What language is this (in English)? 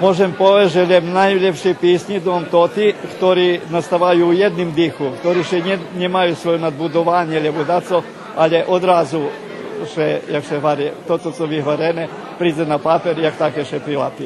Rusyn